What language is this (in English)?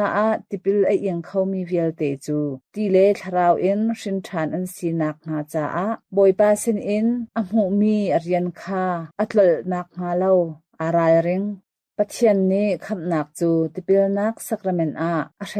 Hakha Chin